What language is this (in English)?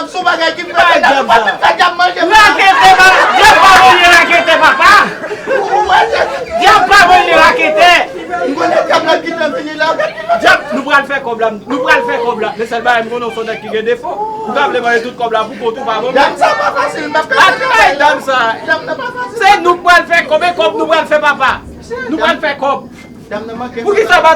Haitian Creole